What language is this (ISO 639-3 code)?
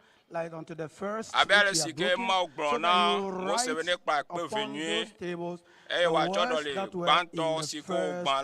ewe